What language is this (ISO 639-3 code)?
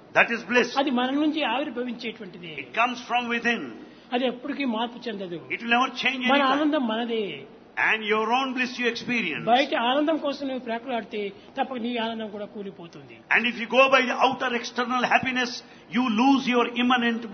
tel